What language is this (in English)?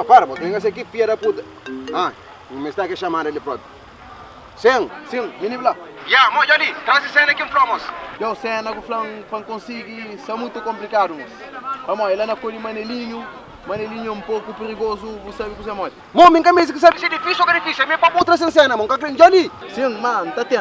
Kabuverdianu